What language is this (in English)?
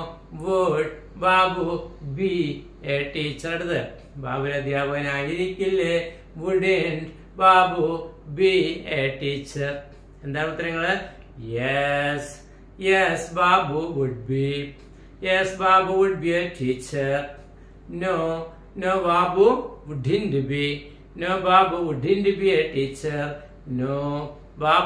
Malayalam